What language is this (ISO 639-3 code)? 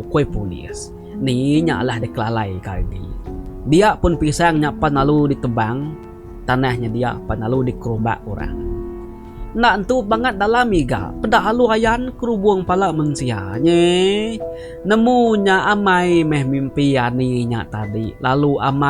iba